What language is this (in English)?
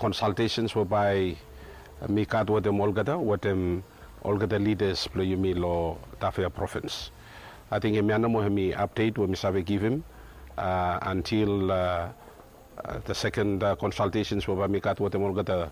Bislama